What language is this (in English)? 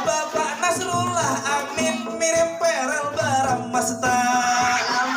Banjar